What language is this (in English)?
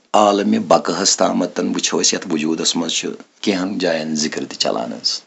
Kashmiri